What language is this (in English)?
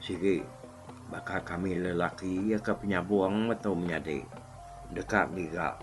Iban